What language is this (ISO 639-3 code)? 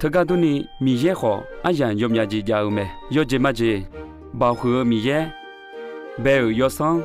ahk